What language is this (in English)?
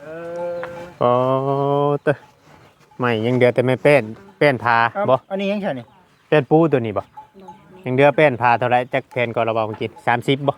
Lao